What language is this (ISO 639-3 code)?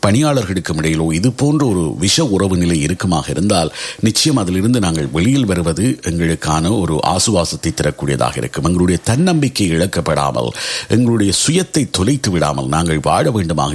tam